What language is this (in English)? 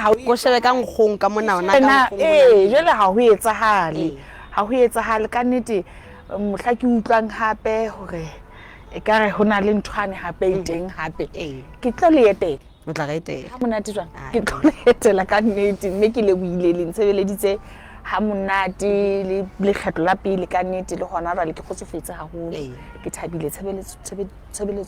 Southern Sotho